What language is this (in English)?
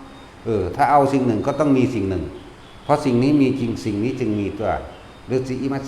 Northeastern Thai